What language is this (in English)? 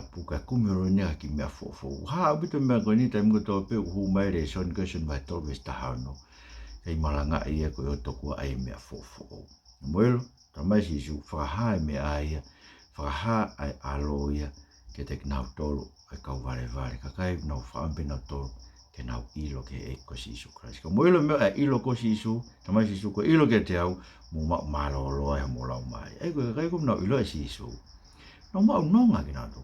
Tongan